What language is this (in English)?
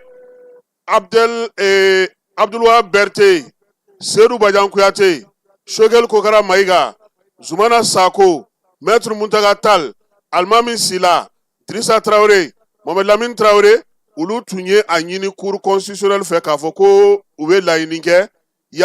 Bambara